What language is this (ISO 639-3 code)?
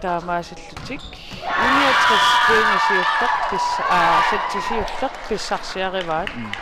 kal